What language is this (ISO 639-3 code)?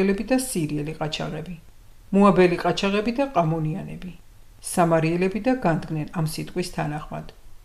kat